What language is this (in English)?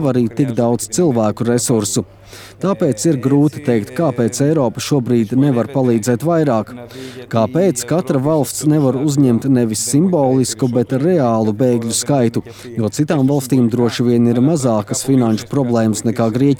Latvian